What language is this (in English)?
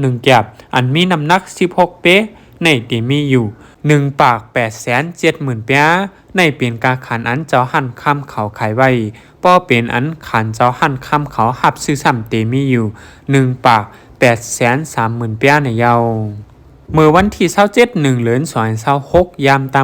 Shan